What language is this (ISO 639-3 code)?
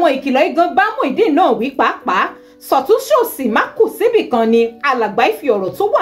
yor